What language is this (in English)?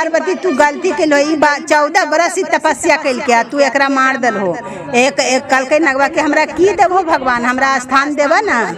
Magahi